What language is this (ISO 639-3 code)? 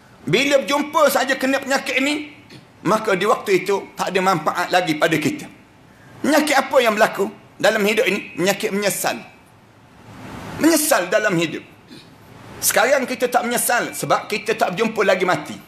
msa